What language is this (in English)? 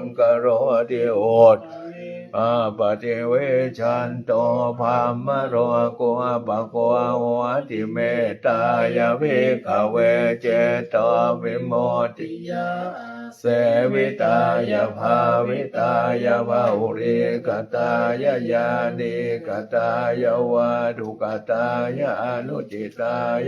Pali